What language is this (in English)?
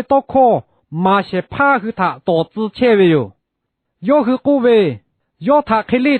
Lahu